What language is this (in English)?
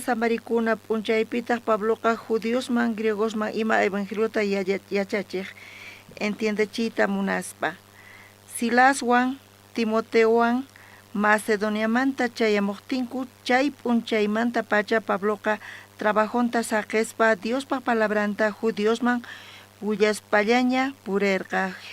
South Bolivian Quechua